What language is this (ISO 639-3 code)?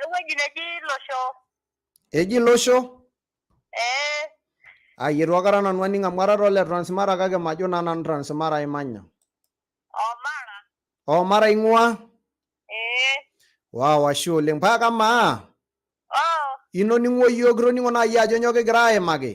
mas